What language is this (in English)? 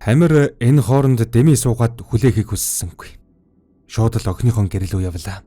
Mongolian